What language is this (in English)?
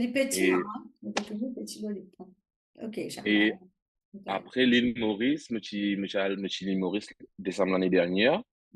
Morisyen